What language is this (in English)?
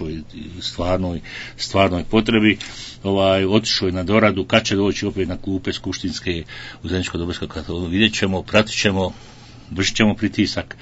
Bosnian